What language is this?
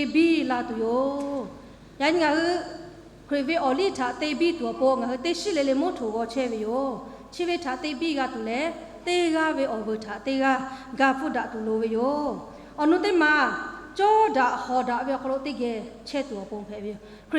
Lahu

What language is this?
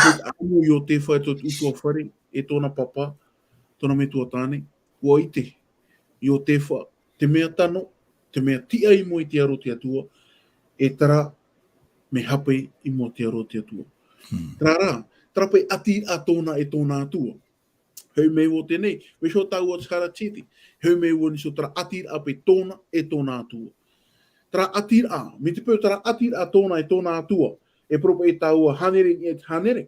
Tahitian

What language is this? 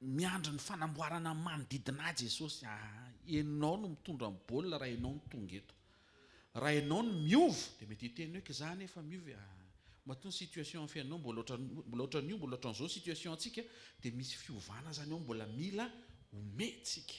Malagasy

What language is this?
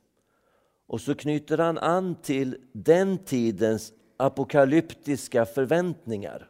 Swedish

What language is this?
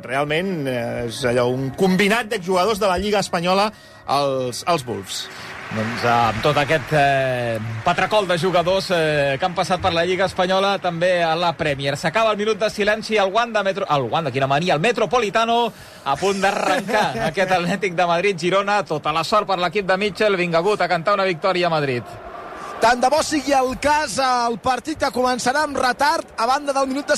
Catalan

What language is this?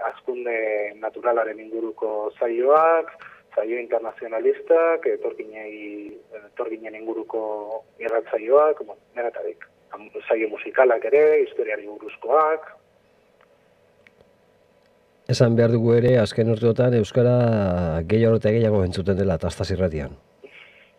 Basque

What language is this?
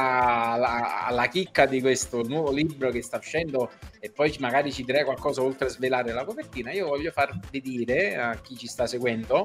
Italian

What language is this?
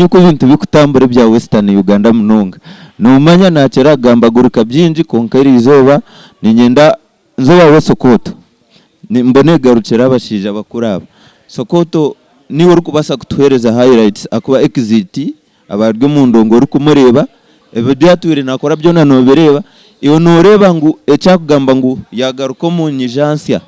Nyankole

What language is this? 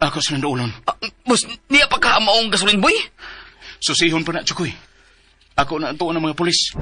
Cebuano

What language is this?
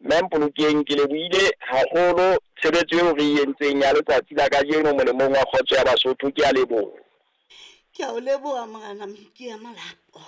Southern Sotho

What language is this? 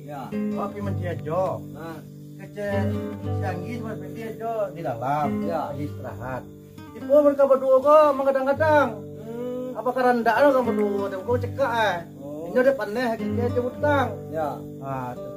Minangkabau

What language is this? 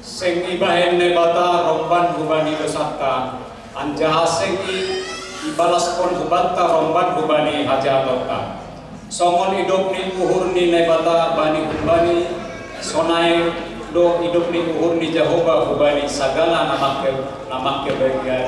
Batak Simalungun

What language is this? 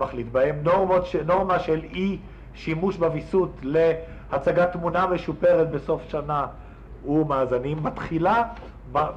Hebrew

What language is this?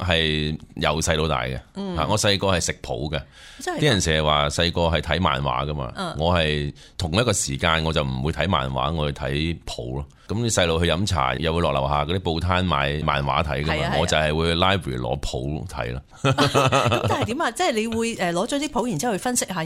Cantonese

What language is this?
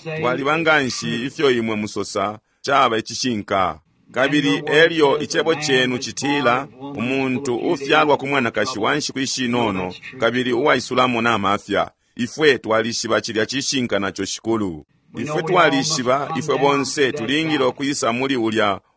Bemba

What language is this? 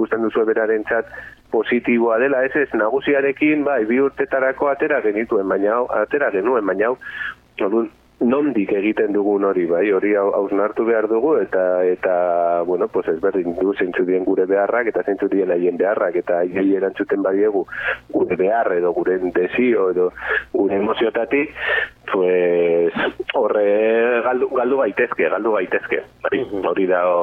Basque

